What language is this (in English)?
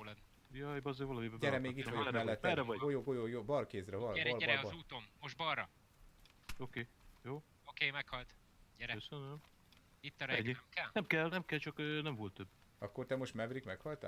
Hungarian